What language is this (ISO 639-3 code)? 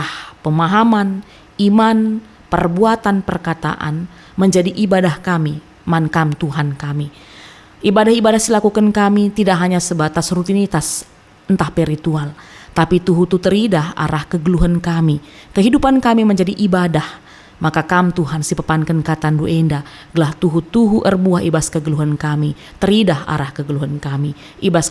btx